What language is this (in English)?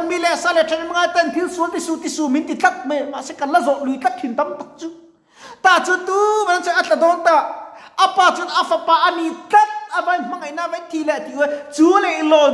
Mizo